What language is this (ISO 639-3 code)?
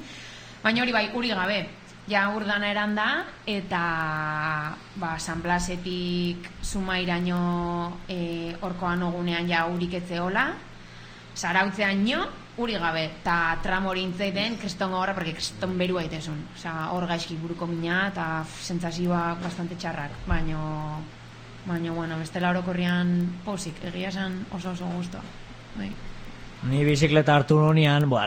eus